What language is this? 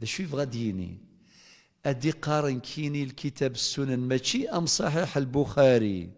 Kabyle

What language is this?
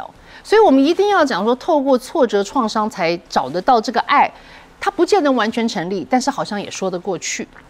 Chinese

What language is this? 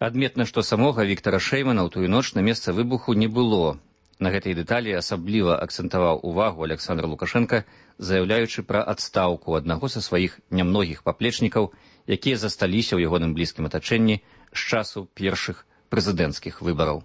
Belarusian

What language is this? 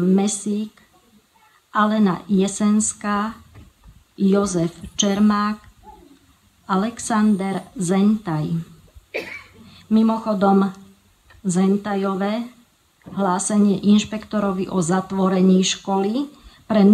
Slovak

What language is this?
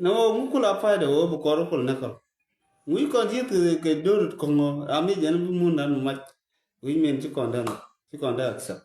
Nuer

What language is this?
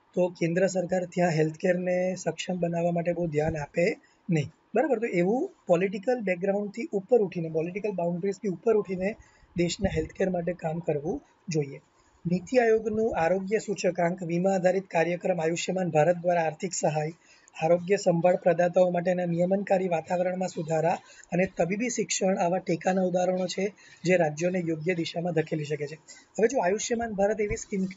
Gujarati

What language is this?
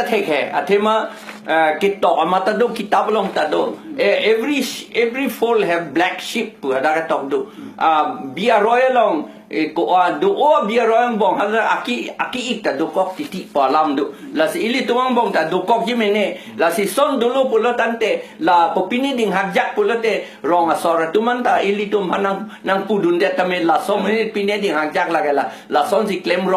Karbi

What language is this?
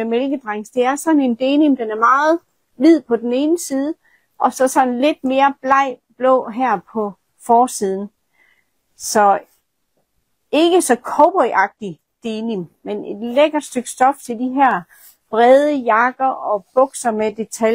Danish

